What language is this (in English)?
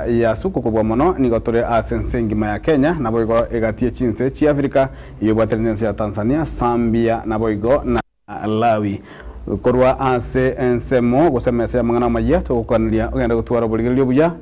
Gusii